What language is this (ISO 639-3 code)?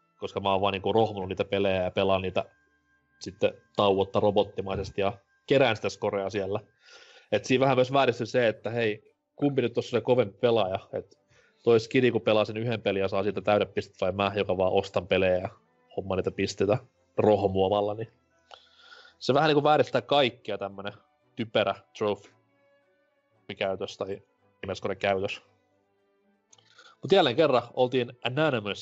fin